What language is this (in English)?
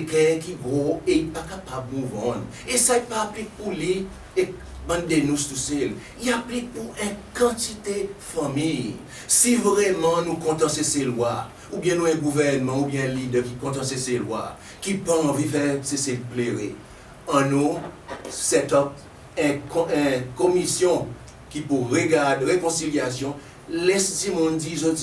Seselwa Creole French